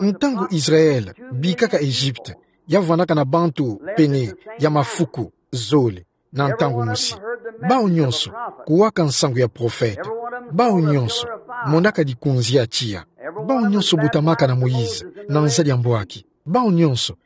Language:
Kituba (Democratic Republic of Congo)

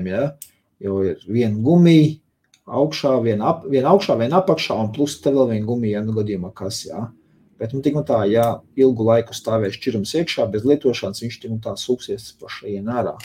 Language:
Latvian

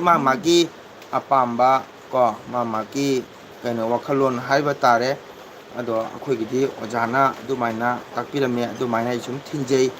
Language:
Manipuri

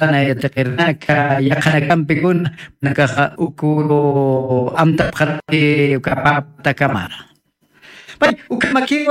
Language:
Aymara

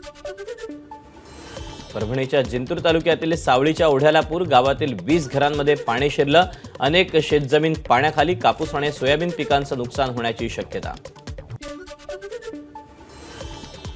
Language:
Marathi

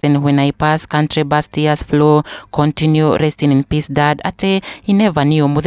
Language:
Kikuyu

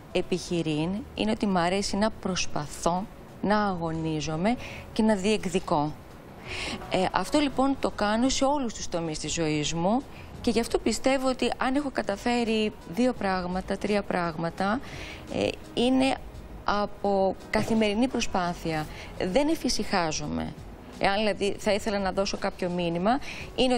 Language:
Greek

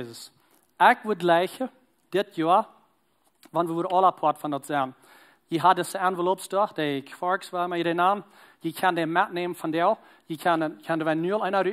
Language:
Plautdietsch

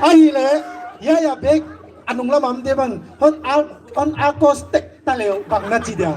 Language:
Paite Chin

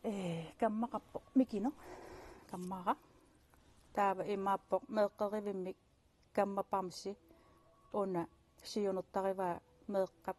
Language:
Kalaallisut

